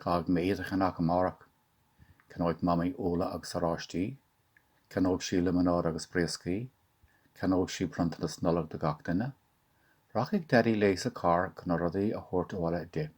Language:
Irish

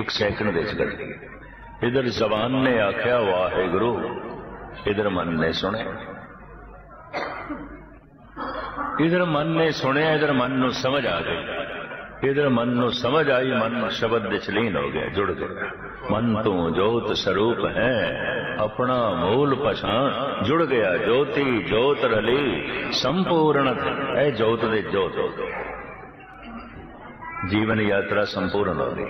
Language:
Punjabi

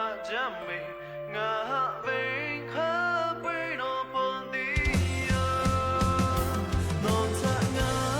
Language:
Lahu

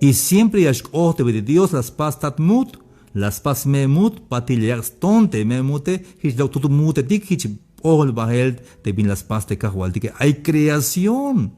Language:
Tzeltal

